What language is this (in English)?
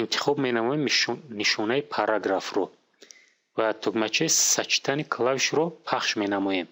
Tajik